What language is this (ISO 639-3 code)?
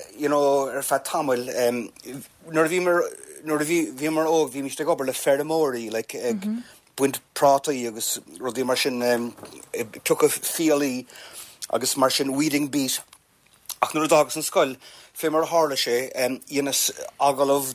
gle